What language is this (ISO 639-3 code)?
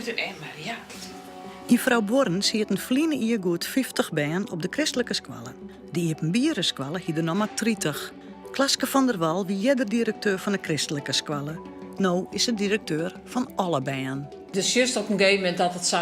fry